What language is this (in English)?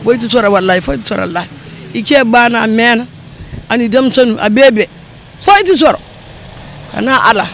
Bambara